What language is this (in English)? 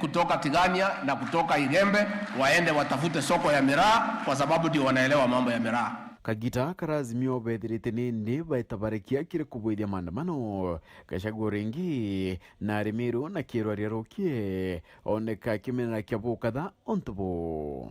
Meru